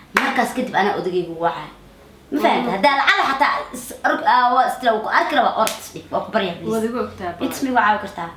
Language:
Somali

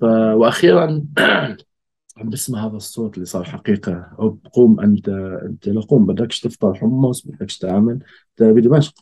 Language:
North Levantine Arabic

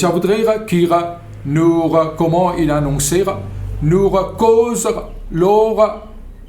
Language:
Morisyen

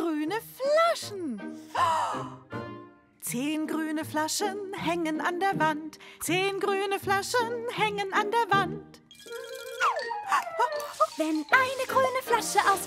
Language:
German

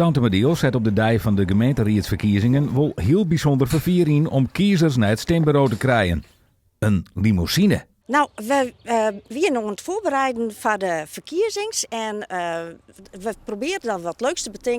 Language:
Western Frisian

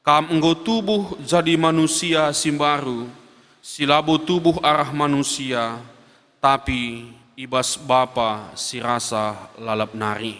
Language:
Batak Karo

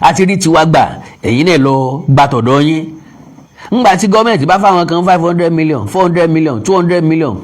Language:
Yoruba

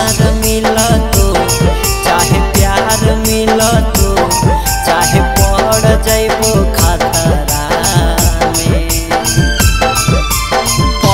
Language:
Bhojpuri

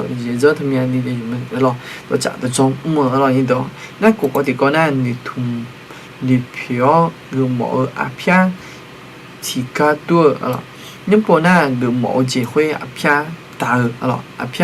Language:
Akha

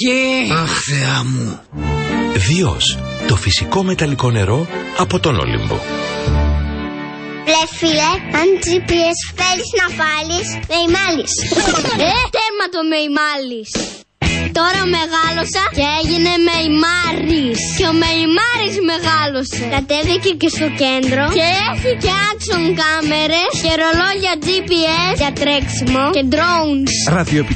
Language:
Greek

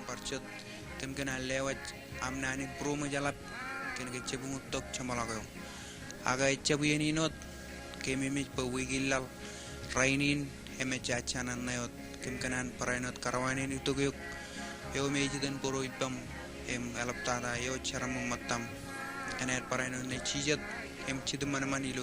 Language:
Marshallese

